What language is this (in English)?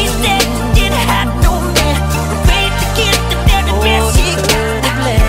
English